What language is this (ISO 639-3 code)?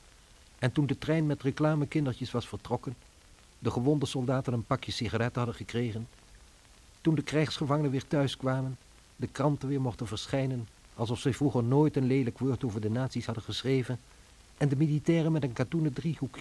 nld